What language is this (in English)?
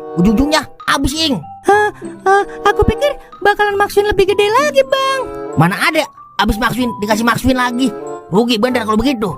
Betawi